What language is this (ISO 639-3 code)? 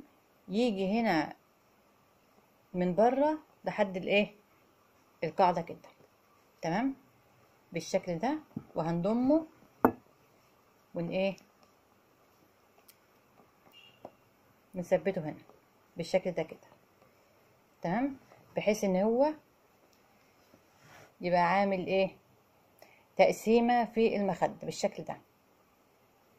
arz